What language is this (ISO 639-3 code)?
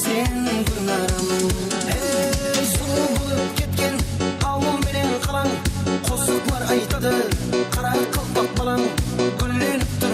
kaa